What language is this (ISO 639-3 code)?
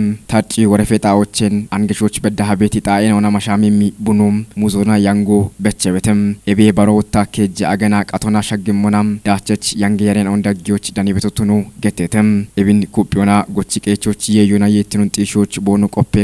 kbr